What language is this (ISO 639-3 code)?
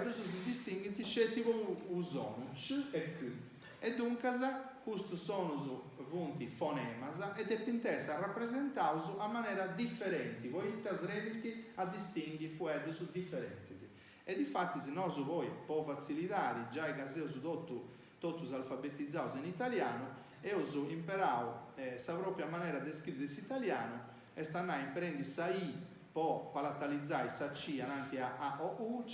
srd